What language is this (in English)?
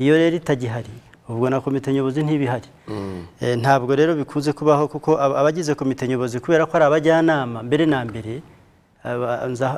Kinyarwanda